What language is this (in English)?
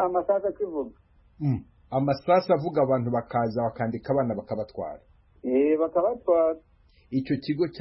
Kinyarwanda